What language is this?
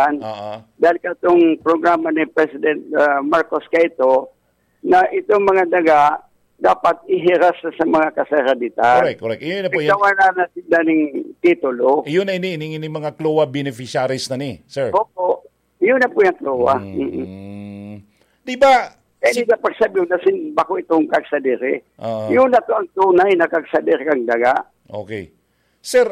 Bikol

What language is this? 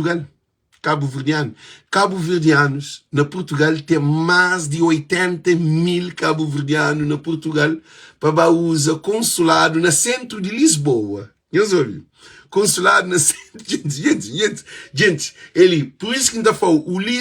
Kabuverdianu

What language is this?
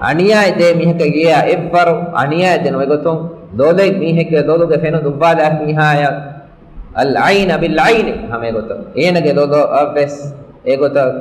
Divehi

